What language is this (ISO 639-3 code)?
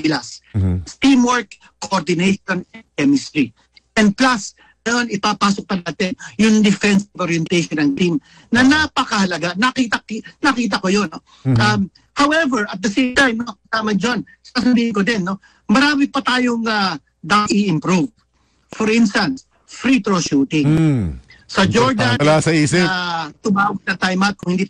fil